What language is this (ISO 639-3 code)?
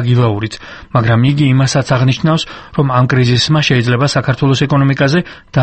kat